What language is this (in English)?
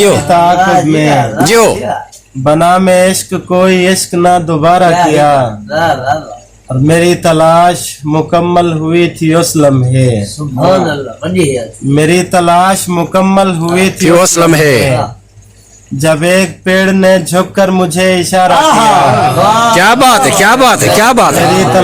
Saraiki